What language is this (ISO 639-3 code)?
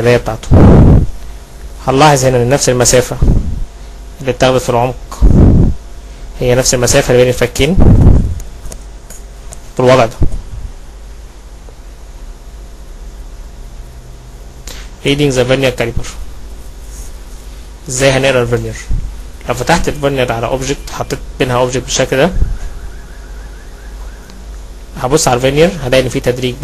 arz